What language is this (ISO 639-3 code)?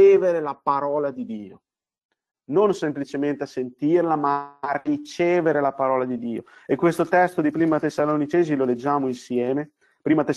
ita